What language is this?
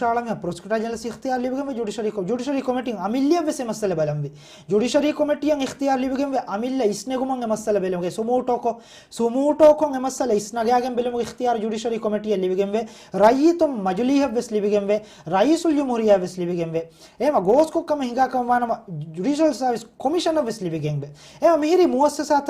Divehi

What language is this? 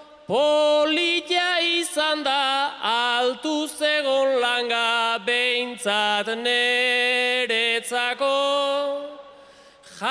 Basque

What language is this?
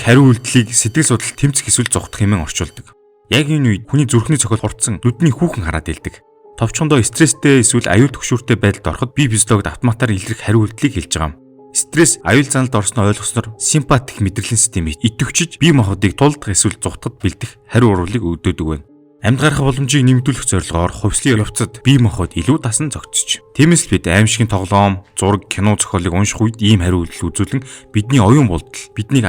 Mongolian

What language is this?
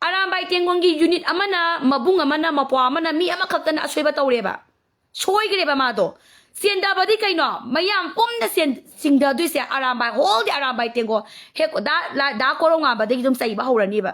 Manipuri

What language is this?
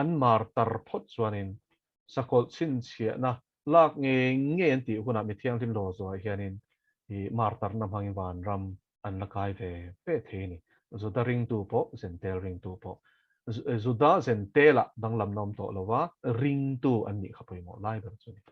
Mizo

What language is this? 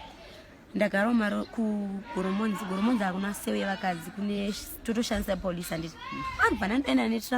Shona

